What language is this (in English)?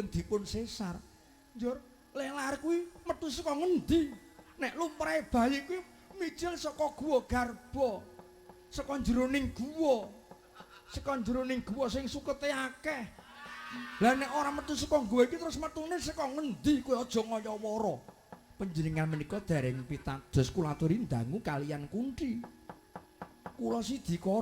Javanese